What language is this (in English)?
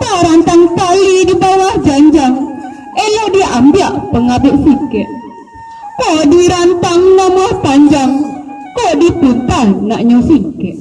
Minangkabau